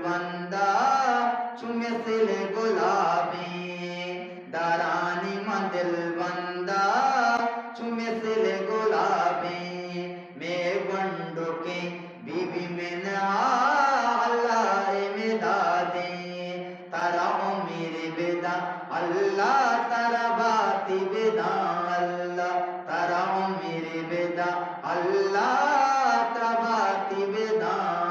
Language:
Eastern Balochi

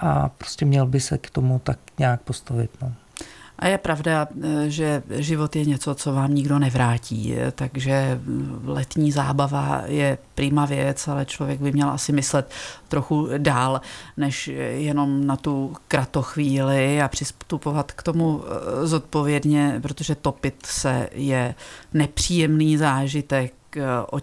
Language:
Czech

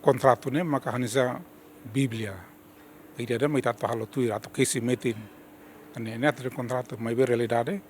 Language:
Tetum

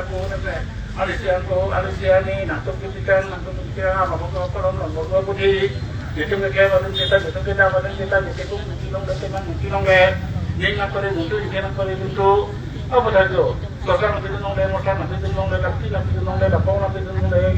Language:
Karbi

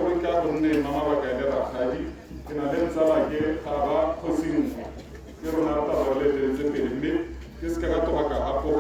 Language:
Tswana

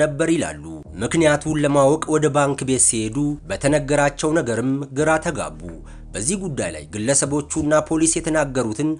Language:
Amharic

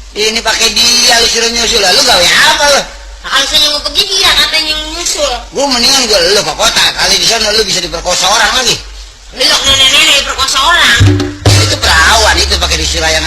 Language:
Betawi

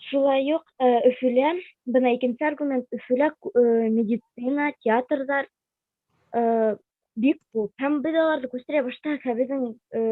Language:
Bashkir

